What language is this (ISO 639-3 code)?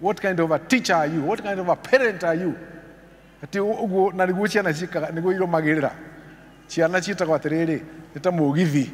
kik